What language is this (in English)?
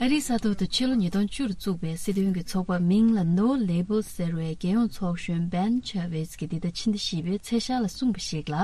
Tibetan